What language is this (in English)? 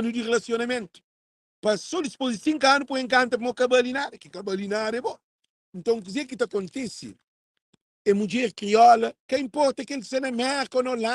Kabuverdianu